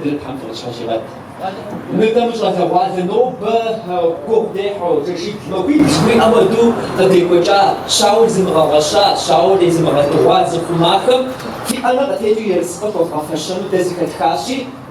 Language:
Kabardian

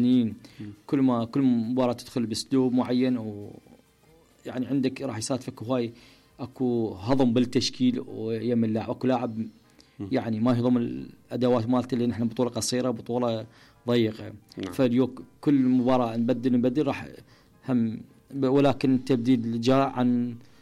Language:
Mesopotamian Arabic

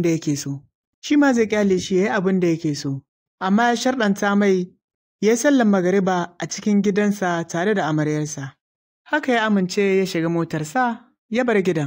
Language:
Hausa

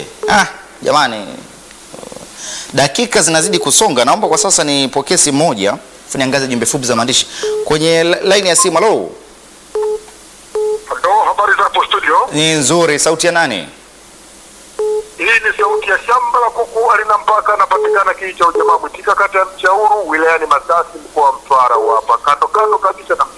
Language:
Swahili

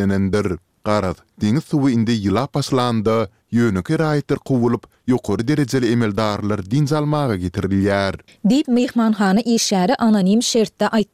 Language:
Turkmen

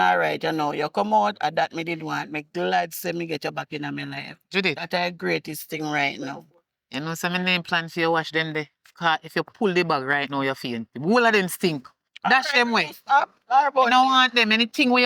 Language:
Jamaican Creole English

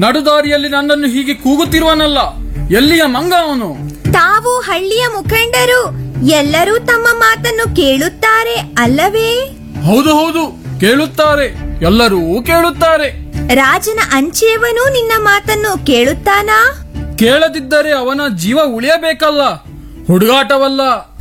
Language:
Kannada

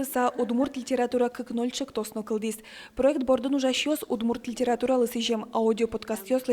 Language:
Udmurt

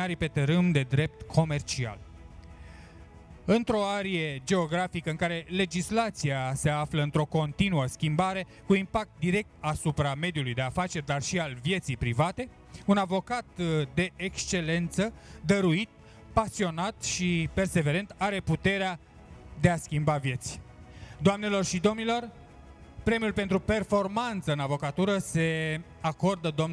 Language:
Romanian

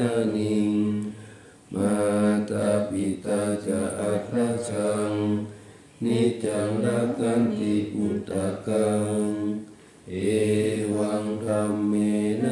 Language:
Pali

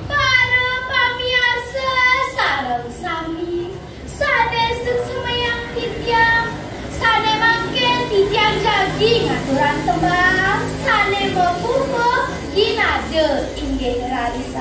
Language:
Balinese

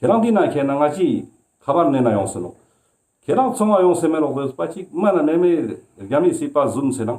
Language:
Ladakhi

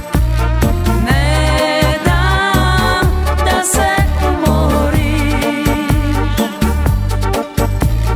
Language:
Serbian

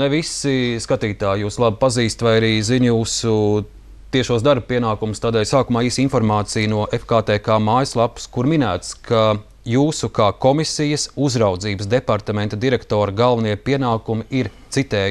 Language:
Latvian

